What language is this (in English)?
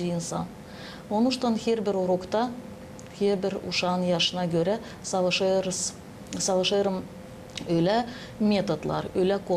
Gagauz